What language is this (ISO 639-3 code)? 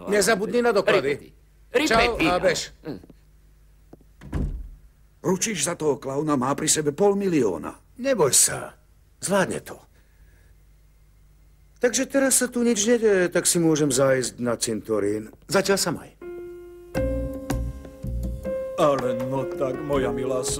slk